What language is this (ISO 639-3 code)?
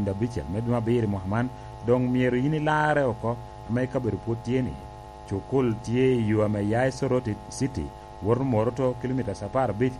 laj